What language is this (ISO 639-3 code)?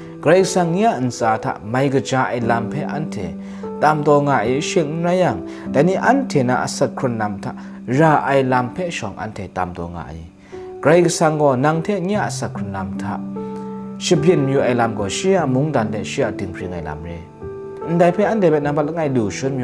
kac